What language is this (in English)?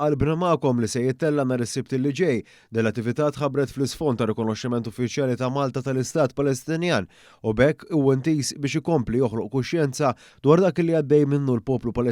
Maltese